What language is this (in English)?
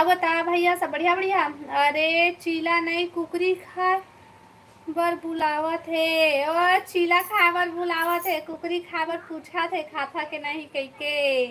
Chhattisgarhi